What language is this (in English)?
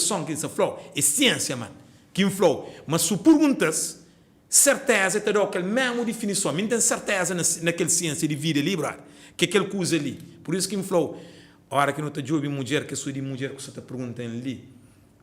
Kabuverdianu